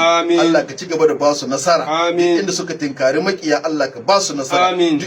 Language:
Hausa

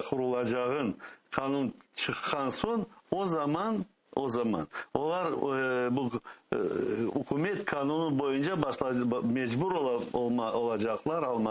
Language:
Crimean Tatar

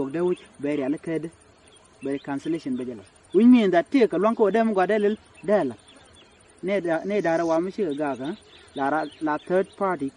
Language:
Nuer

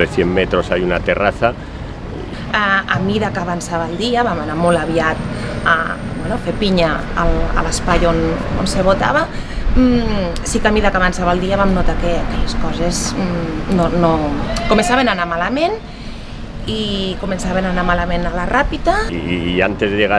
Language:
Catalan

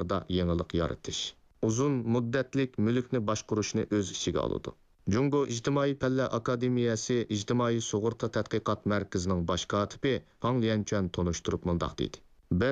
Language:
Uyghur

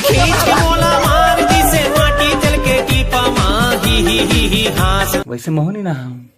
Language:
Chhattisgarhi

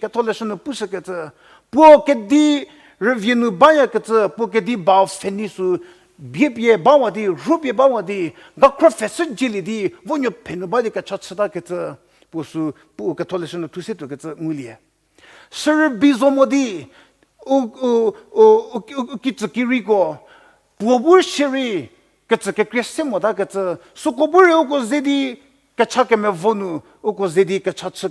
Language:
Angami Naga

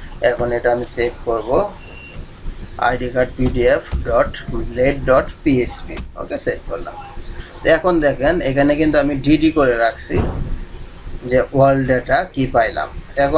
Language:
Bangla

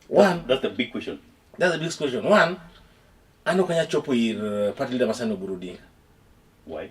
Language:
Luo (Kenya and Tanzania)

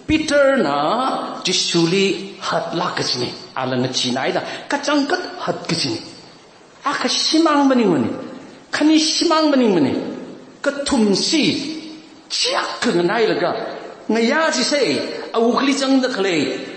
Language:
Tangkhul Naga (India)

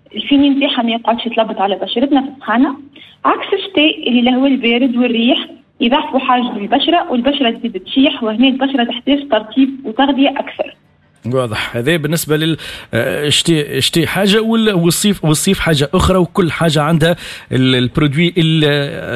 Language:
Tunisian Arabic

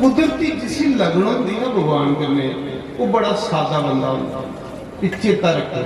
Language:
Dogri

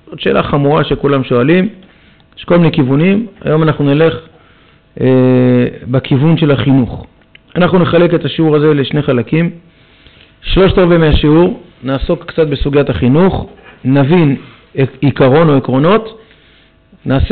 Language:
Hebrew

